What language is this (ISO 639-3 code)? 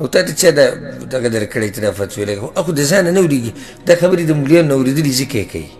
pus